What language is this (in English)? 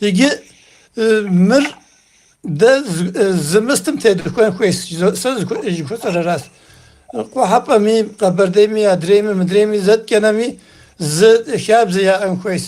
Kabardian